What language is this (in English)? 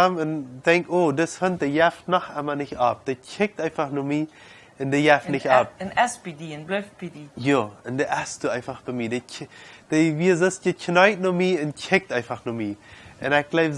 Plautdietsch